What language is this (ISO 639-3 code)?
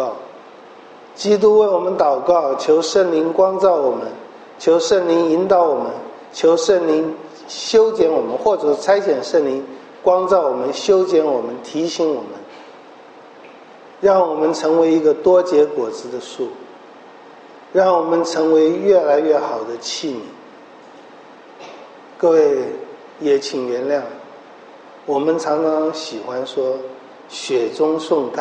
zho